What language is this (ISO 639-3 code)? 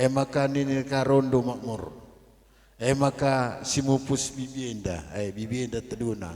btx